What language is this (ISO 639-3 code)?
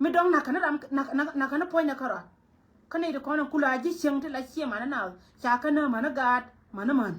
nus